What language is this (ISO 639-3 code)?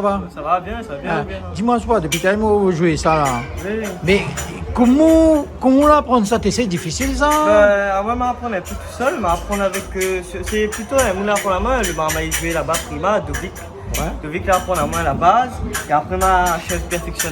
rcf